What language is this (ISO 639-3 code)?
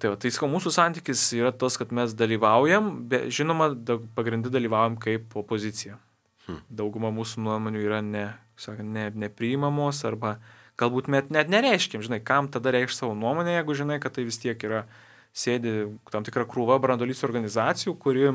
lit